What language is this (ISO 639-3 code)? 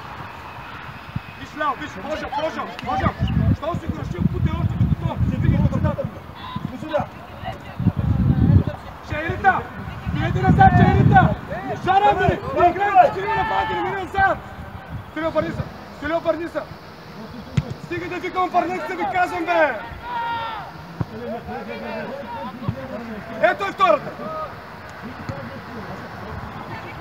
bul